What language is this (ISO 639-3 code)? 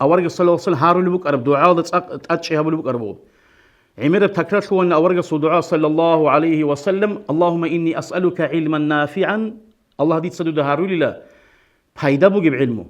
ava